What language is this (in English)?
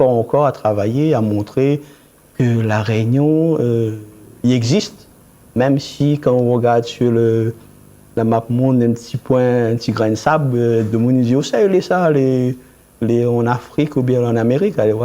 Réunion Creole French